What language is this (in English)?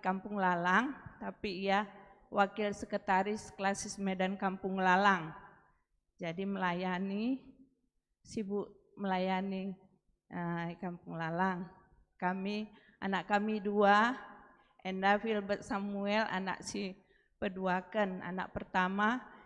Batak Karo